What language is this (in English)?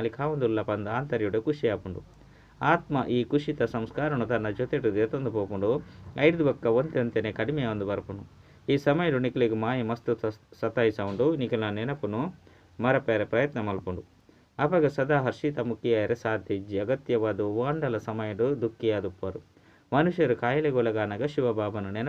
Tulu